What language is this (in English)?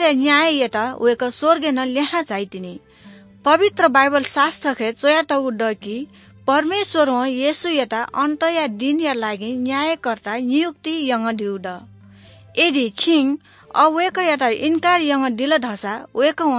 Newari